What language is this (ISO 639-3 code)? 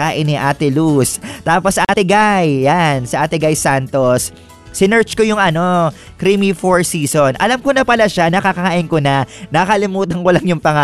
fil